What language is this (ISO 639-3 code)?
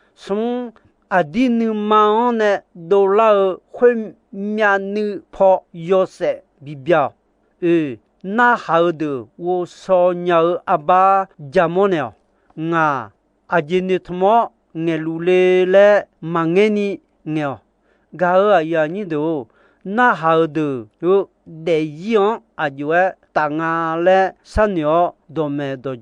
ahk